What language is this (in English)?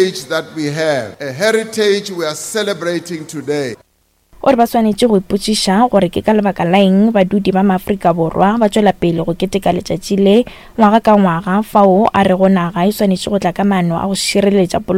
Northern Sotho